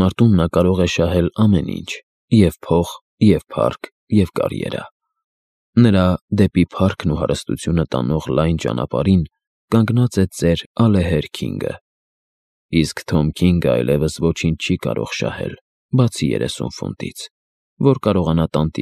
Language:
Armenian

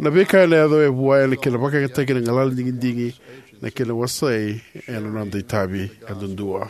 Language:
Fijian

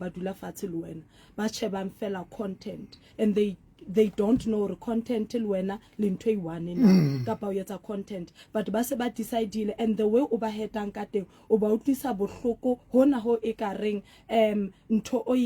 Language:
Southern Sotho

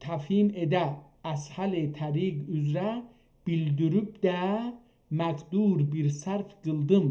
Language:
South Azerbaijani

